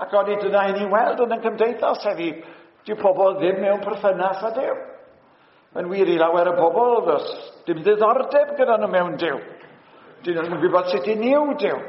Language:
Welsh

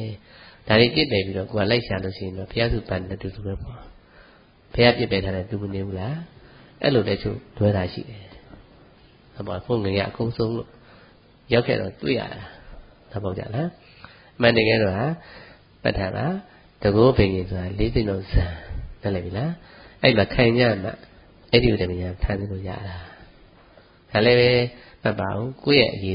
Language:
Burmese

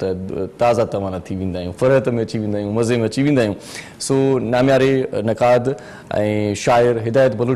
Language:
Sindhi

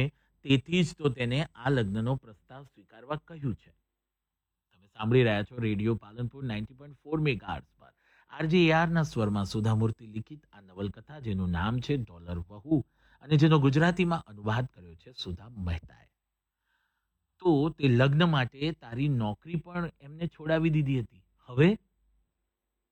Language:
Gujarati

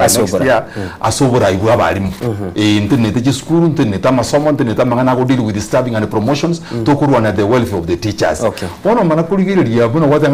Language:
Gusii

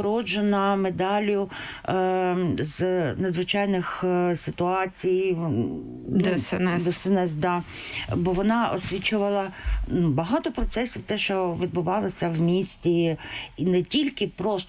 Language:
Ukrainian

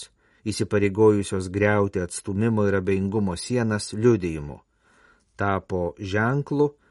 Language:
Lithuanian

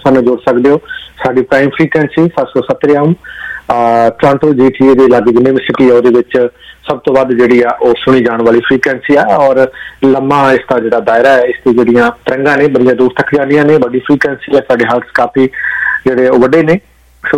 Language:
Punjabi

